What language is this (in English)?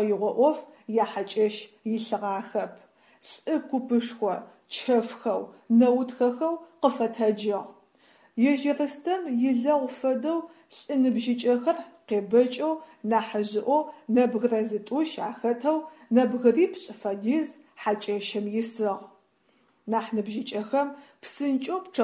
Adyghe